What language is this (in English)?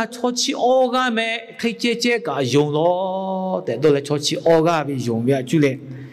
Lahu